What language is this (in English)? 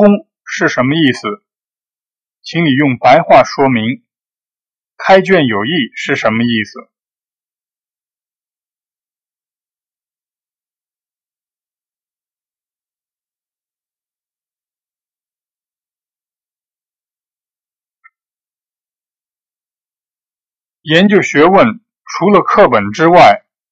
Chinese